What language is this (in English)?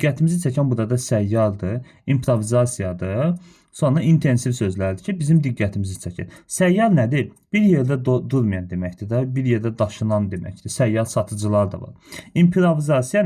Azerbaijani